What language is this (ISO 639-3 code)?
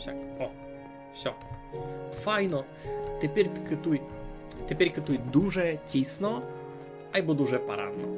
rue